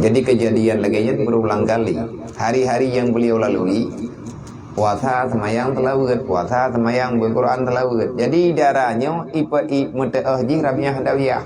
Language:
Achinese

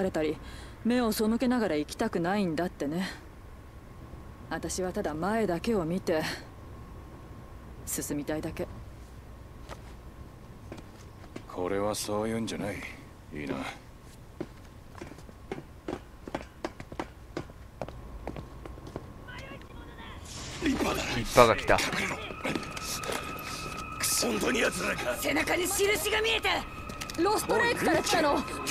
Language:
Japanese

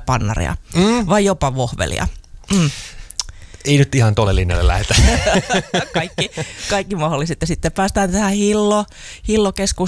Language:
Finnish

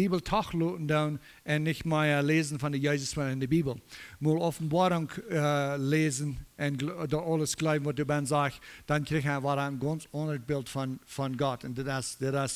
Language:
Plautdietsch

